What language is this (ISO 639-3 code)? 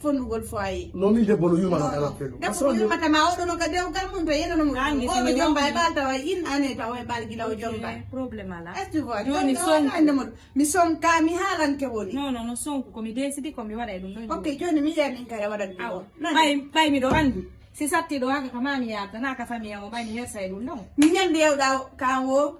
ful